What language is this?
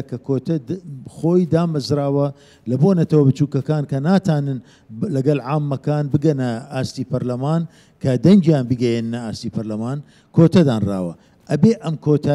Central Kurdish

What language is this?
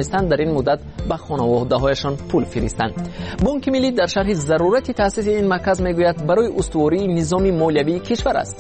Persian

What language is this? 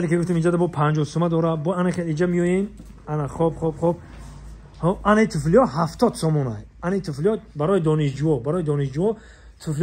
Tajik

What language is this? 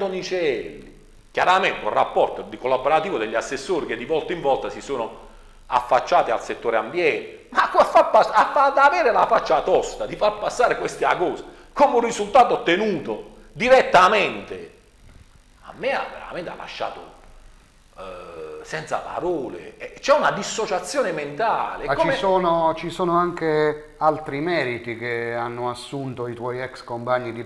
Italian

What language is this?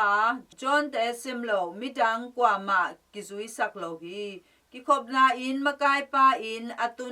Tedim Chin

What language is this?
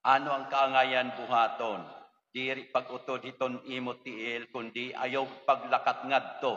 Waray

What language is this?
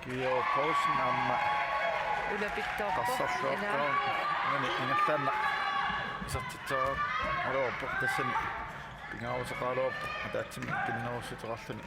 Kalaallisut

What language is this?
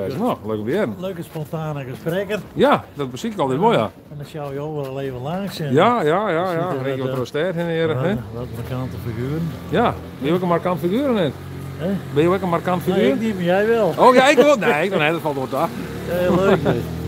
Western Frisian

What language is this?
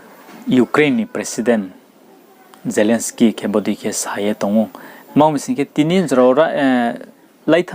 Riang (India)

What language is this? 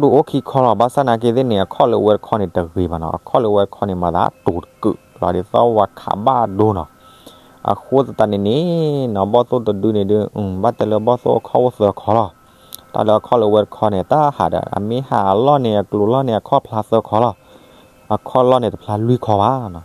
S'gaw Karen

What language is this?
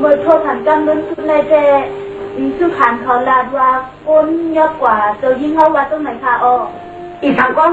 Shan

